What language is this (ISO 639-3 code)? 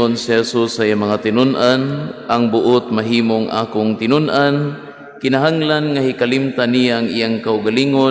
ceb